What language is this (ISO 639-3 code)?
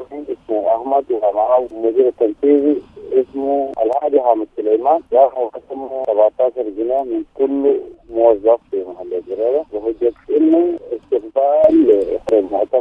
apd